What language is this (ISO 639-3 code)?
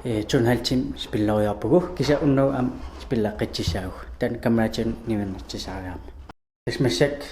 kal